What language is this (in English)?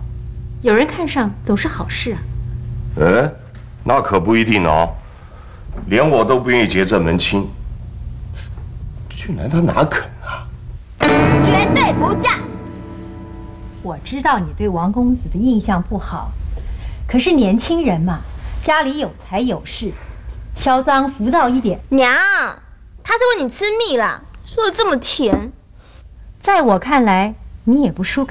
Chinese